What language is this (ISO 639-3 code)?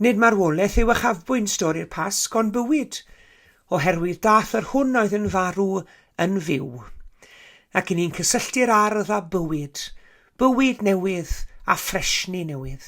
cym